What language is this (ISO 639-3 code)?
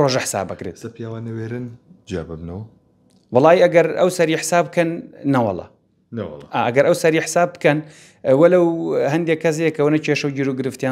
ckb